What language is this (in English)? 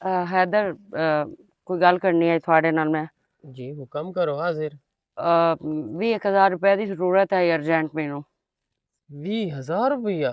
Western Panjabi